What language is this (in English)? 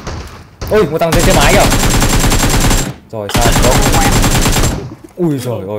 Vietnamese